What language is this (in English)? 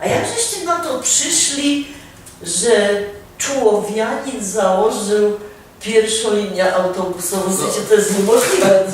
Silesian